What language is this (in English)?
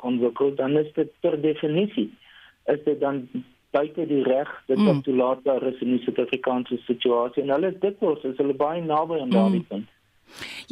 Afrikaans